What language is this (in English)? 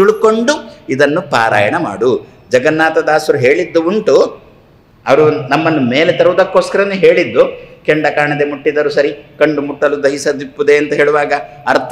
Kannada